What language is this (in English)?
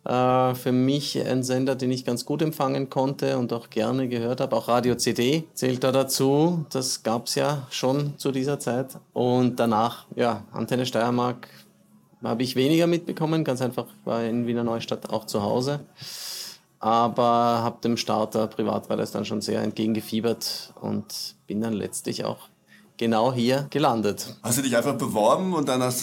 German